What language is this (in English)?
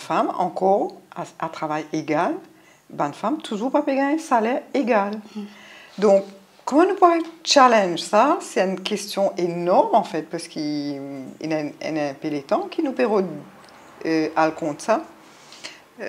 Morisyen